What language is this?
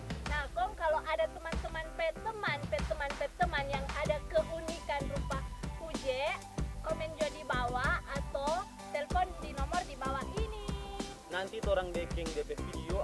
Manado Malay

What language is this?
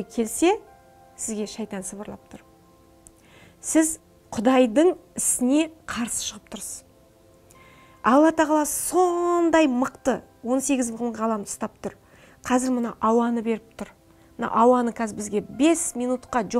Kazakh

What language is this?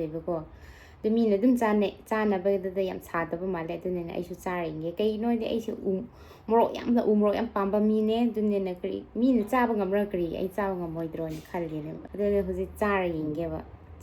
Manipuri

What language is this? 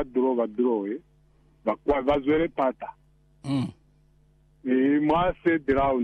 Lozi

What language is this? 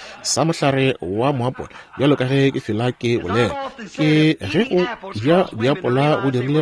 Northern Sotho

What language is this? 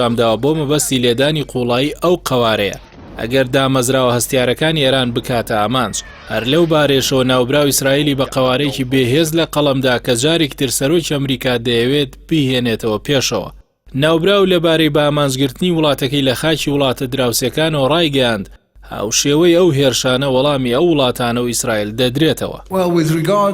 Central Kurdish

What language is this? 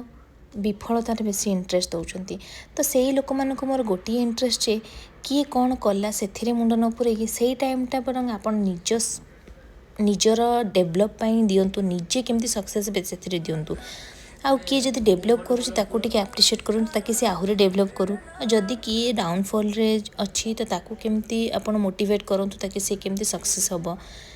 Odia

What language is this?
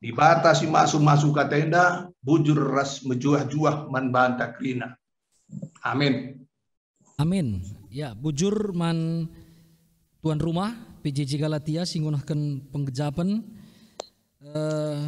Batak Karo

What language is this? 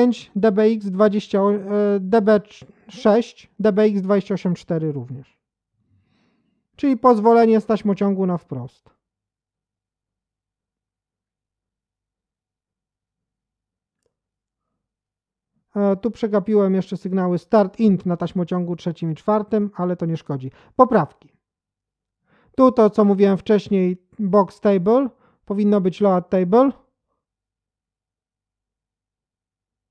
Polish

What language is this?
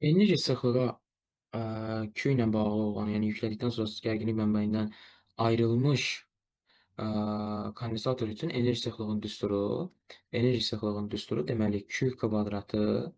Azerbaijani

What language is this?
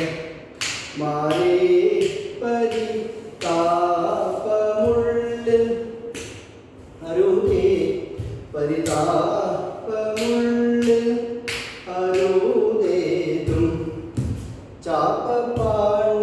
Malayalam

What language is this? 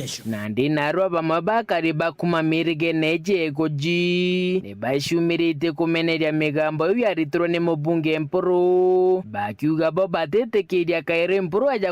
Meru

